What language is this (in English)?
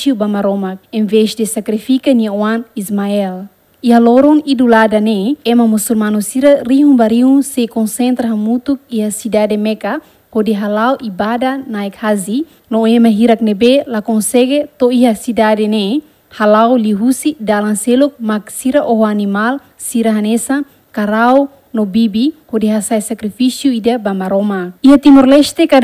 Tetum